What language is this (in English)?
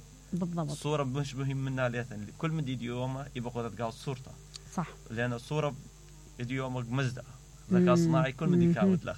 Mesopotamian Arabic